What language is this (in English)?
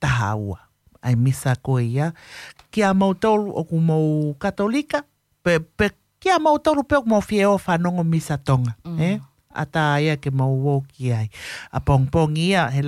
Tongan